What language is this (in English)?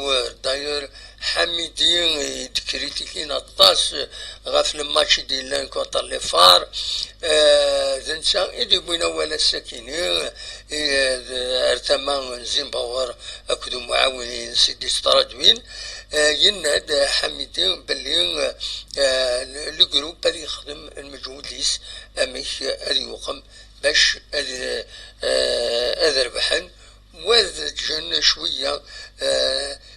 Kabyle